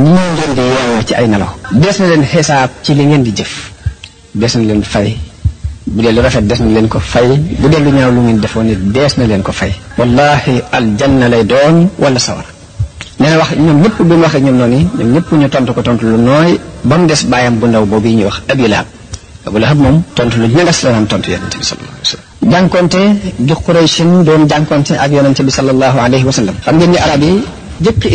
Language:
Wolof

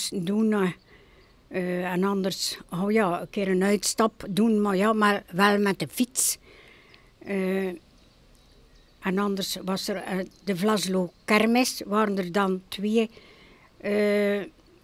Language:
Dutch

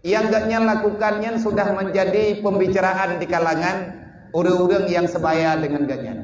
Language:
Achinese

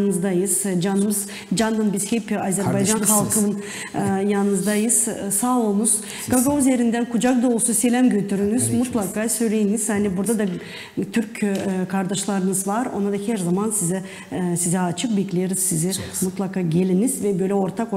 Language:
Gagauz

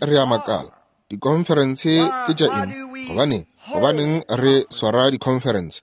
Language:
Northern Sotho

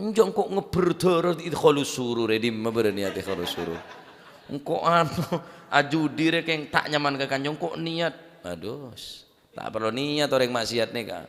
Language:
Madurese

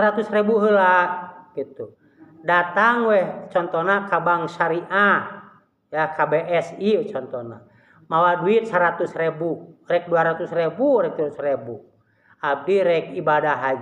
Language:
Sundanese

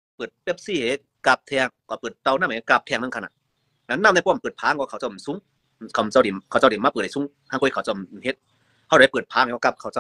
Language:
Shan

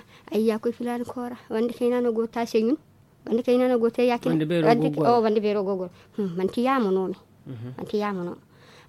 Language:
Zarma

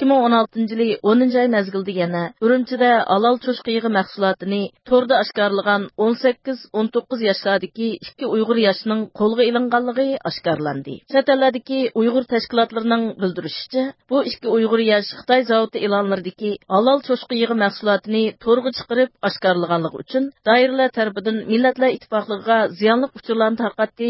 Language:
Uyghur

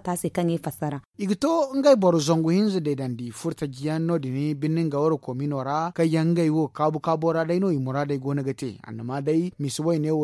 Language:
Zarma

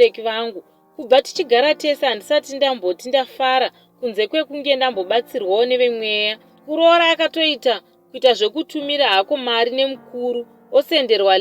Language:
Shona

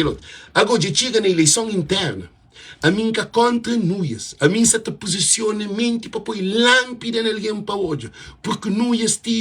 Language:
Kabuverdianu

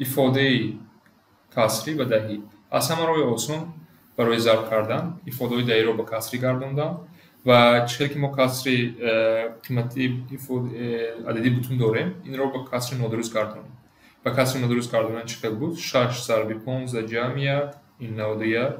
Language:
Tajik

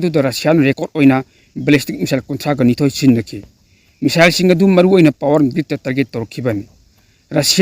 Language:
Manipuri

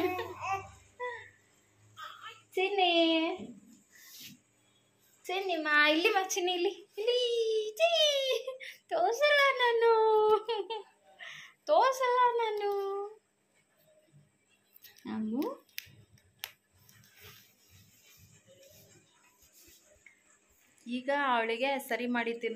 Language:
Kannada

